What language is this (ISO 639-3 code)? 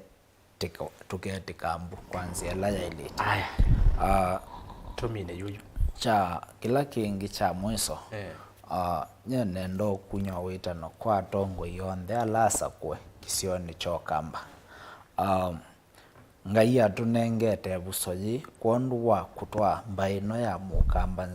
kam